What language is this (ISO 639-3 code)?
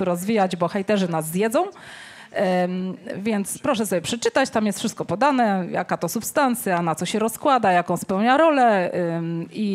pol